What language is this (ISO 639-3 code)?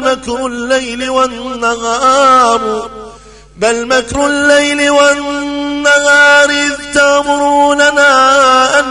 ara